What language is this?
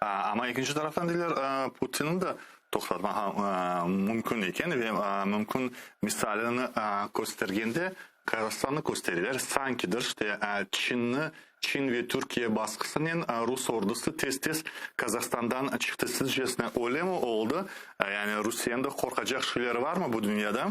Crimean Tatar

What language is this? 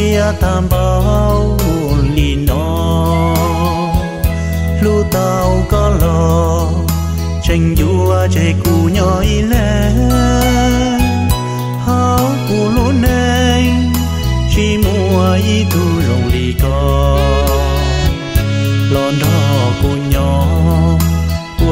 Vietnamese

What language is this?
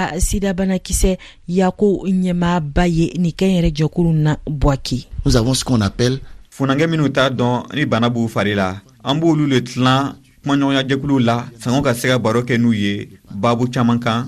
Bambara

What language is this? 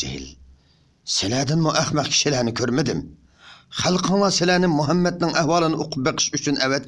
Uyghur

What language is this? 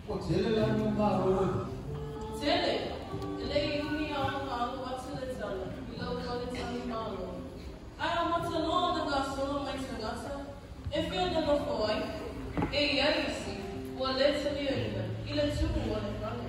Samoan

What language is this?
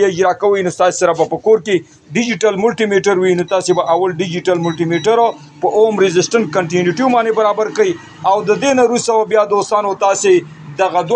Pashto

